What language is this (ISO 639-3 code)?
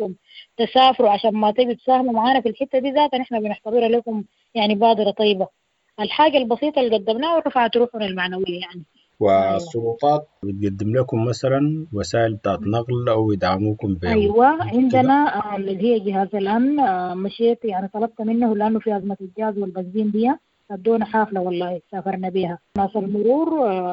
apd